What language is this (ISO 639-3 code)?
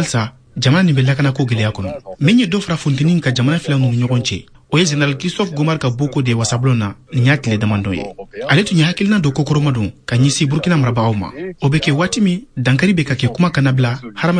bam